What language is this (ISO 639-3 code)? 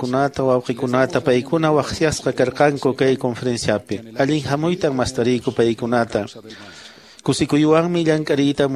que